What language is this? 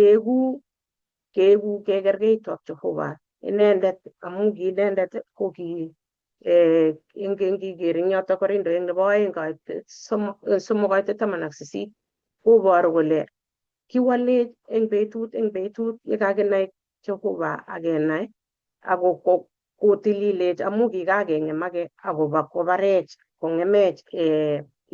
Kalenjin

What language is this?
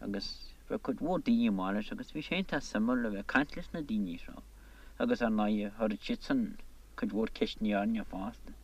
Irish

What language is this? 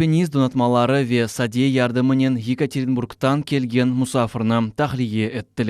Crimean Tatar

